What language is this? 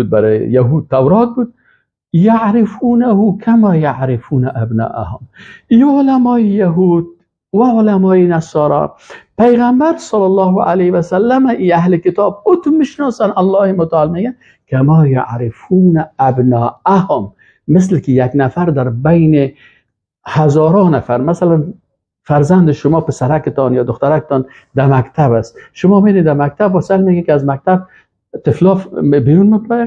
Persian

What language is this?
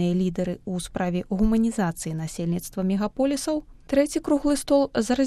Belarusian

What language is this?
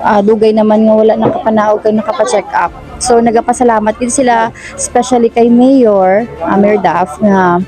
Hiligaynon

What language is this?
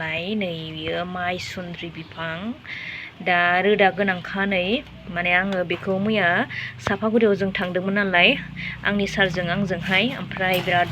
Bodo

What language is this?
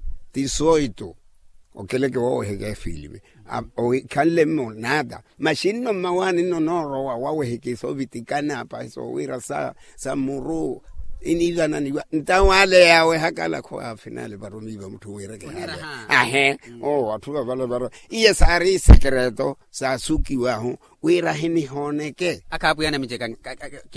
Makhuwa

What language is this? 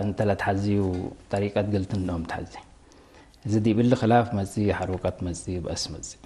Tigre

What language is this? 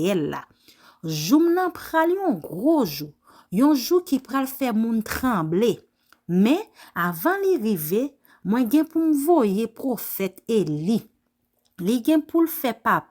Haitian Creole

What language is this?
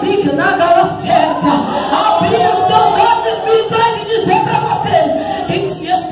Portuguese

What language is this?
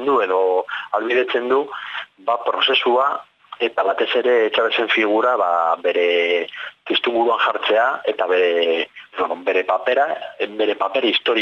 Basque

